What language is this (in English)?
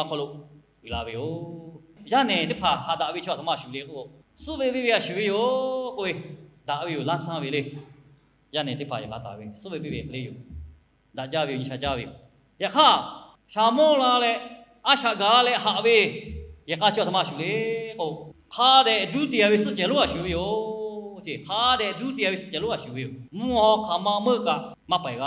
Lahu